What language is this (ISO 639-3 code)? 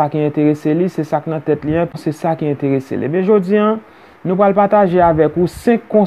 hat